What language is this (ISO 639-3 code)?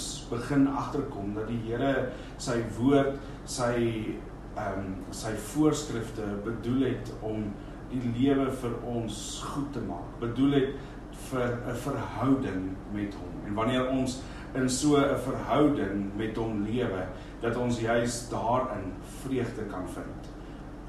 afr